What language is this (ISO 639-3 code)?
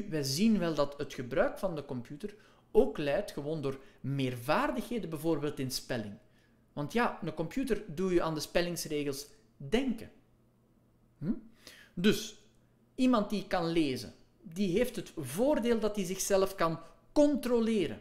nld